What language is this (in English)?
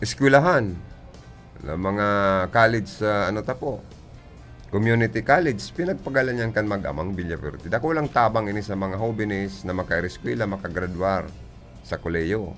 Bikol